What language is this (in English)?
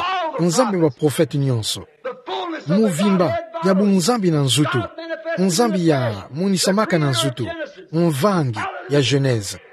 Kituba (Democratic Republic of Congo)